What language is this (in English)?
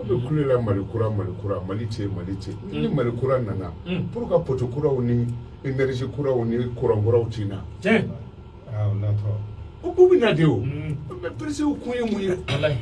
Bambara